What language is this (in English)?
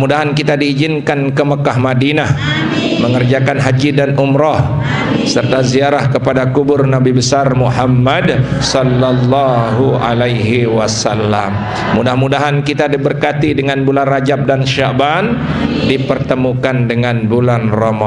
Sasak